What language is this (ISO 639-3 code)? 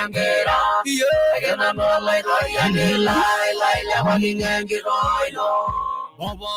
mas